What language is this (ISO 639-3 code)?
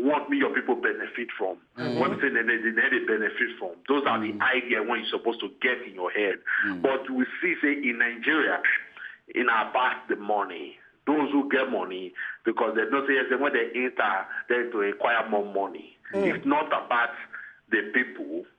pcm